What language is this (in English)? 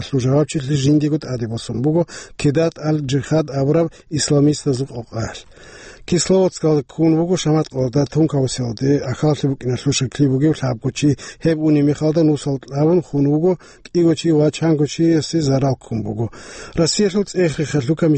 Avaric